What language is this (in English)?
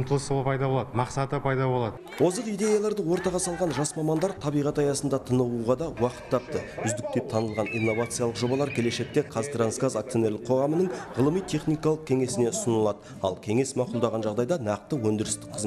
Kazakh